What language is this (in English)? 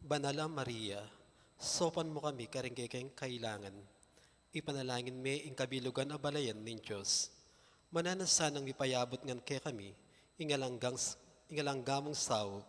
Pampanga